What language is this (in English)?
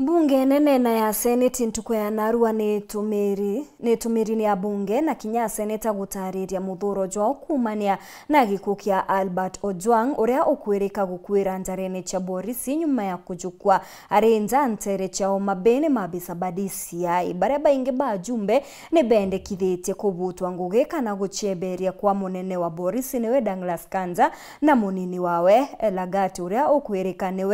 Meru